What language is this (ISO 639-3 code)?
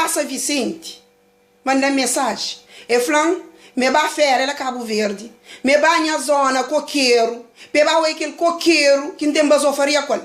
kea